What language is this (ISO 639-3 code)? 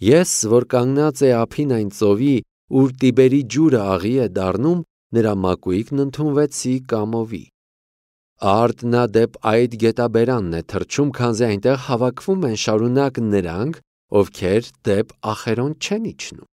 hye